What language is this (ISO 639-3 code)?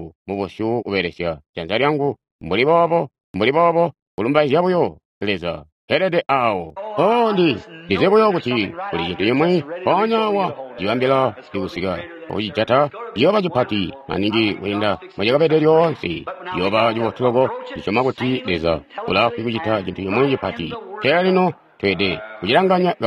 toi